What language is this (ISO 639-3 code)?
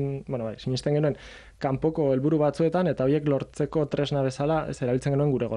eus